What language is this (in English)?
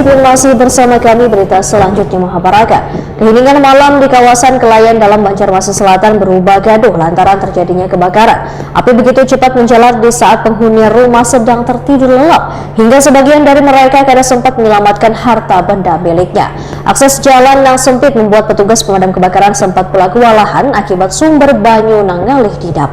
Banjar